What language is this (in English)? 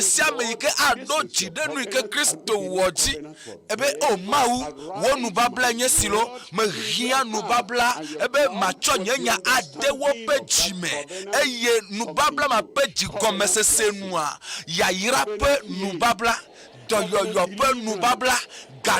Ewe